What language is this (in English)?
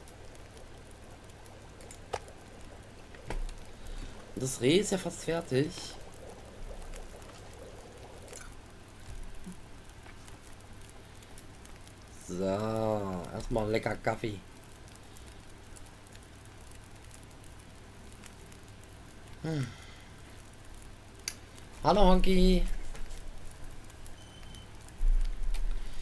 German